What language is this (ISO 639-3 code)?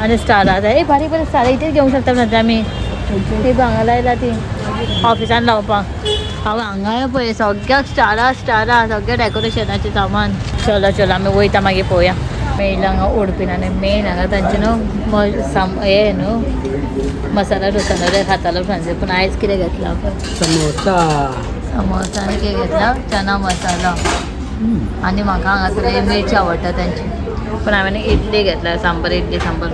kok